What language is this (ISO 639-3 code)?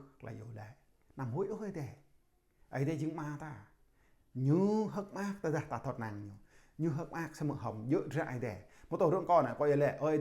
jra